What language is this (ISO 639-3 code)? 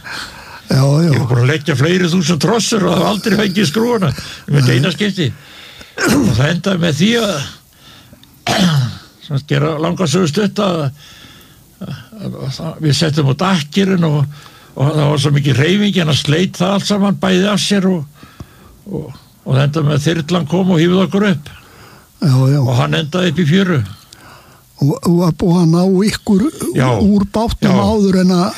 isl